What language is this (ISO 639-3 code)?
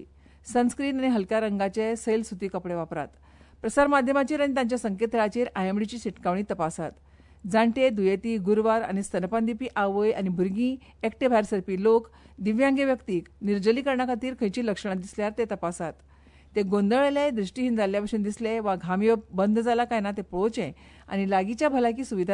kok